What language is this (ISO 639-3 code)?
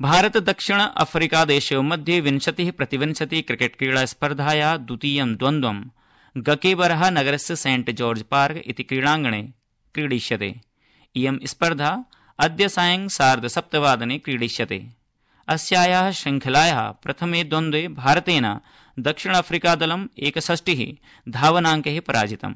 san